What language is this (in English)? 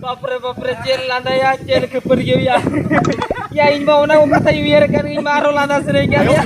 Santali